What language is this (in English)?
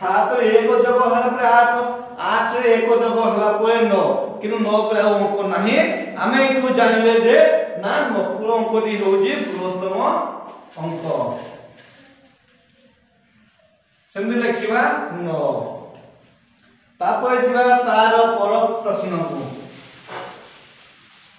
Odia